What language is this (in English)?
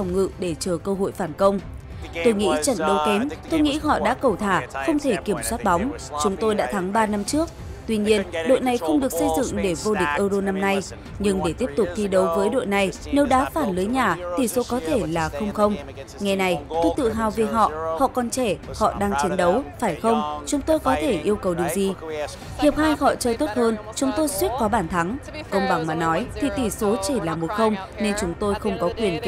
Vietnamese